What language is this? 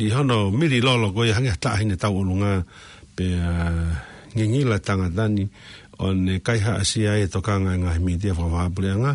Tongan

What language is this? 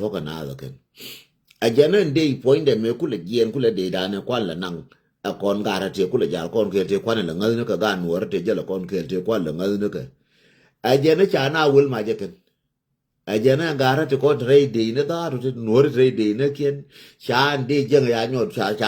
Nuer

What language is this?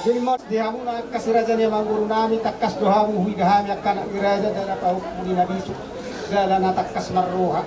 Batak Toba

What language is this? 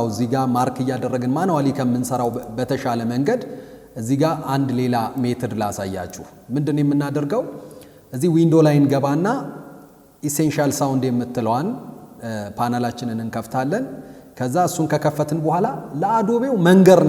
Amharic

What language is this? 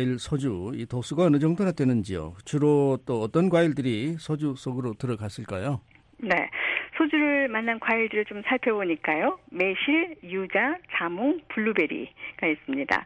Korean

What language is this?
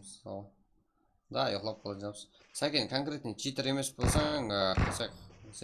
Kara-Kalpak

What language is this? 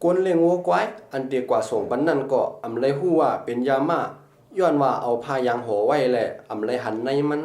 Shan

